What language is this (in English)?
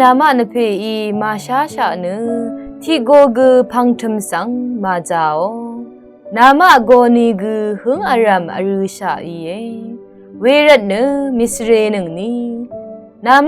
Rawang